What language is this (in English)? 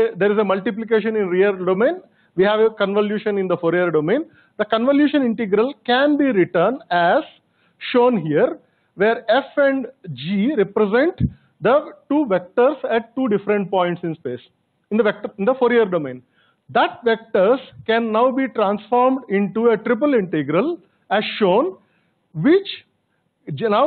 English